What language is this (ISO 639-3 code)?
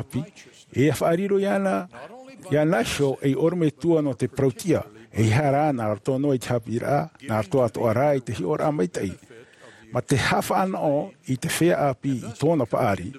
tah